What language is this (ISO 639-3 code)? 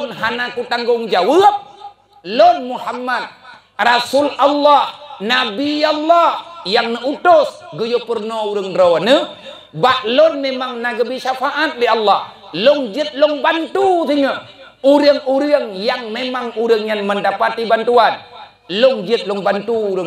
ace